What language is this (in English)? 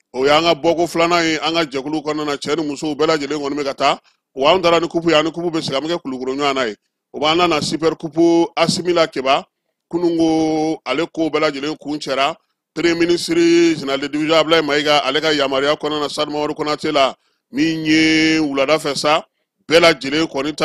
Bambara